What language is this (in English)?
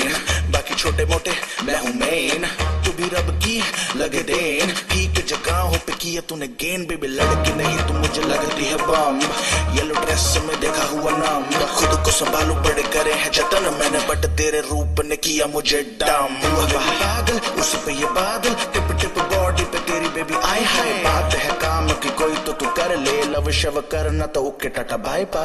Hindi